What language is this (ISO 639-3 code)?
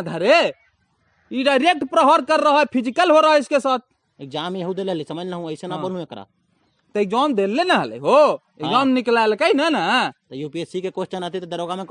mag